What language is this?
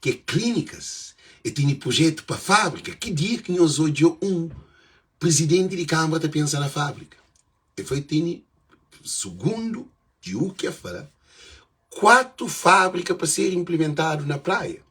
Kabuverdianu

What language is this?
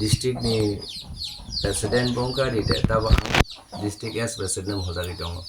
Kok Borok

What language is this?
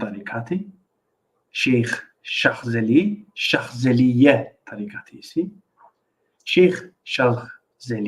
Balkan Romani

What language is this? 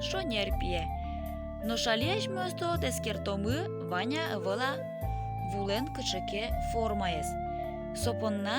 Udmurt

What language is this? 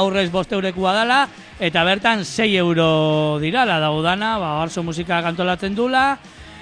Basque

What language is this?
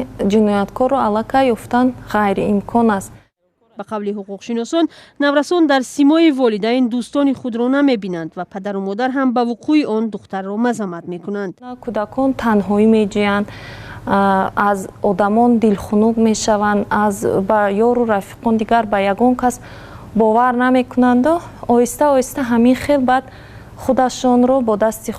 Tajik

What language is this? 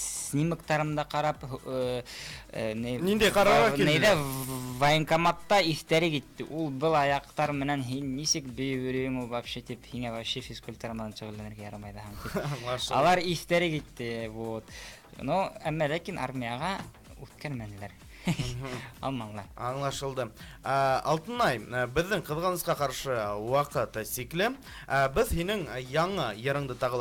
Bashkir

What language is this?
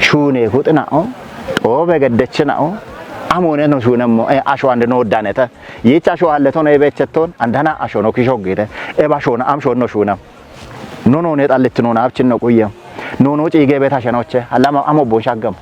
Kafa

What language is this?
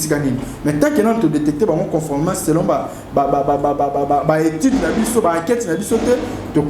Lingala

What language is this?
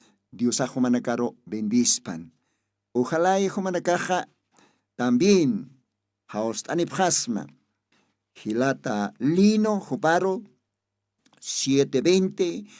Aymara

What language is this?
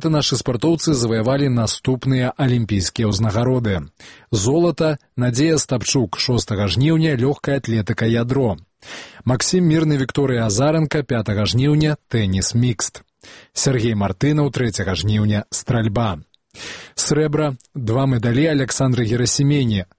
Belarusian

